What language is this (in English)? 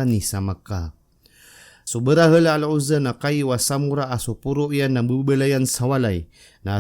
Maranao